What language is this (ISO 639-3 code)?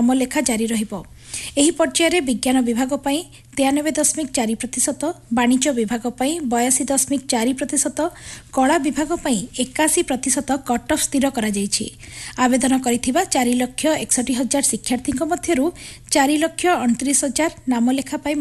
ori